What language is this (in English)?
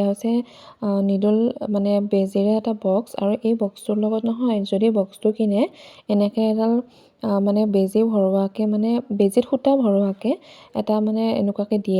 Assamese